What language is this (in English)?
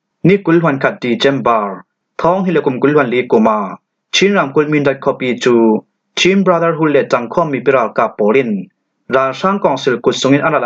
Falam Chin